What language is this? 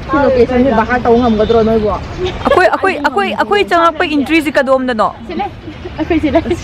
Manipuri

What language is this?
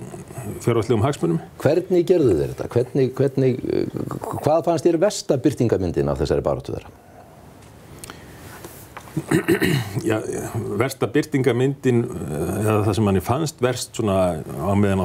Icelandic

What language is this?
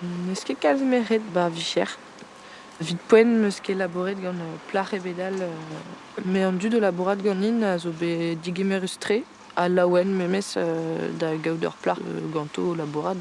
Breton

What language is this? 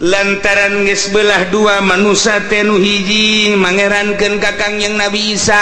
Sundanese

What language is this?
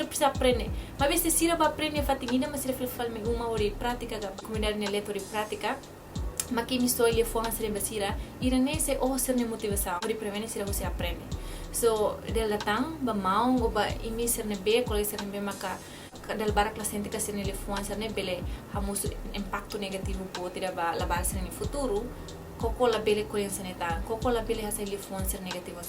Tetum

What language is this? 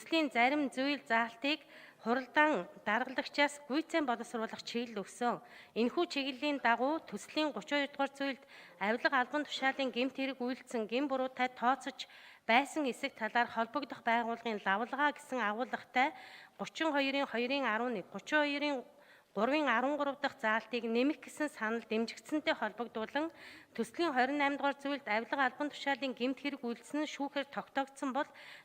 Mongolian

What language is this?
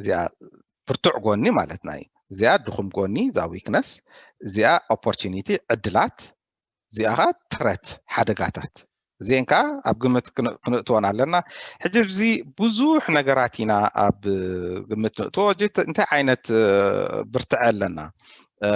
Tigrinya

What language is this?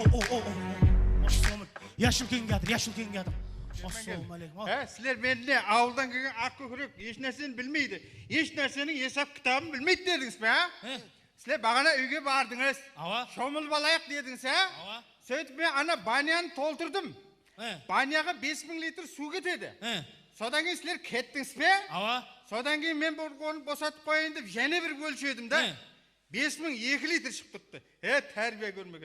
Kara-Kalpak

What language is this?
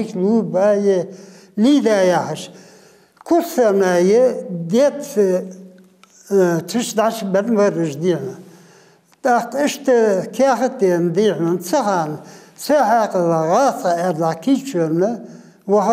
Ingush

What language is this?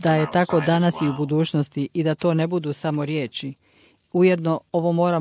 Croatian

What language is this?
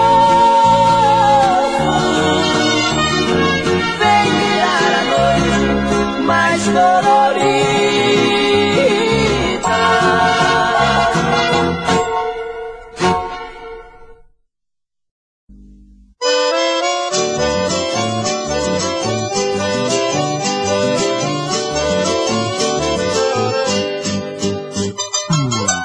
Portuguese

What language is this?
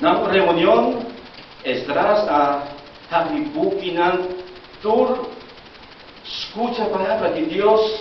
Papiamento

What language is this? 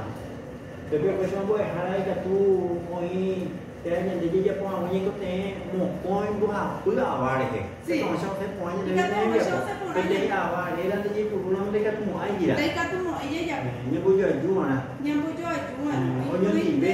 Guarani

